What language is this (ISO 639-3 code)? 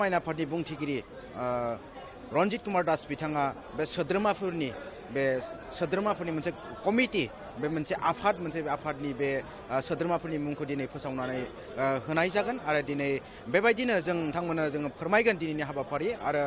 brx